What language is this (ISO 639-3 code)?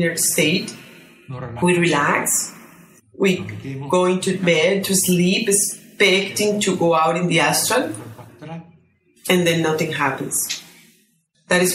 eng